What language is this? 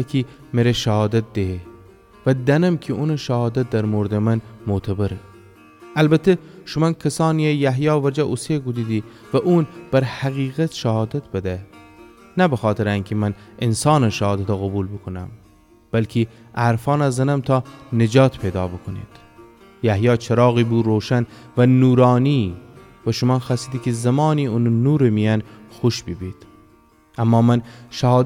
Gilaki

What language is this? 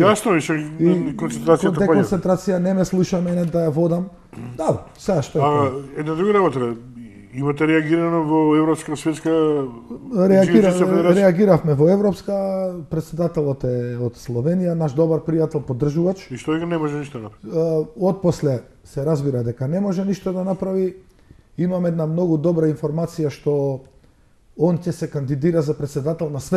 Macedonian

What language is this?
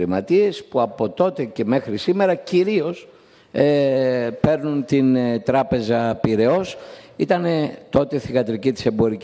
Greek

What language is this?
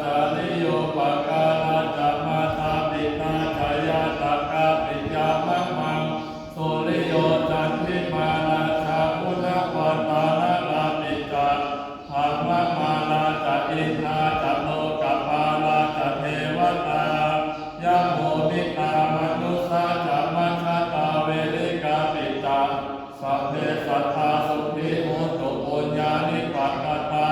Pali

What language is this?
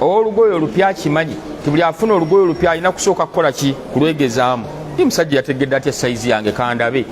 Ganda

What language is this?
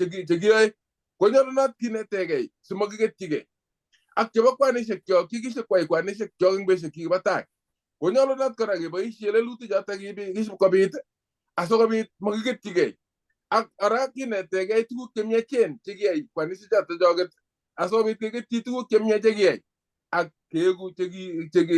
Kalenjin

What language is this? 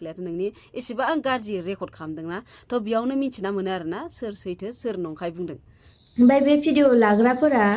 Bodo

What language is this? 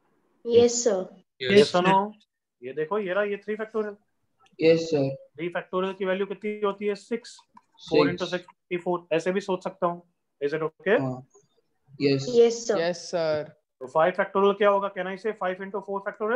Hindi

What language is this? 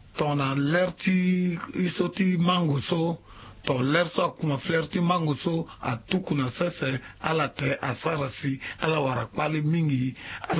Sango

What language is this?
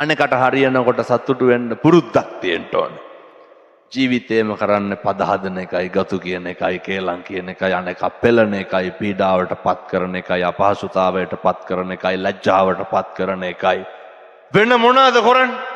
Sinhala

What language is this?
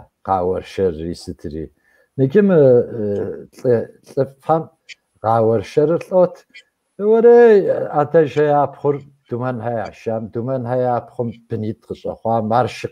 Kabardian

